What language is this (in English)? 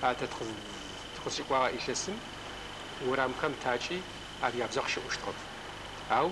Adyghe